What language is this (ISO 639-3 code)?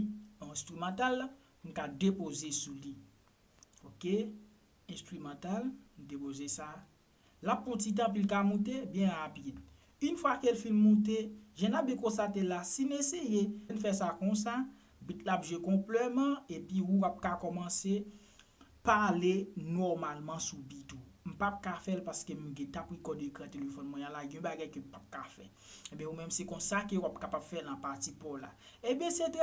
hat